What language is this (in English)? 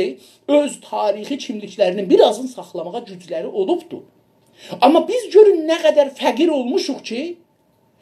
South Azerbaijani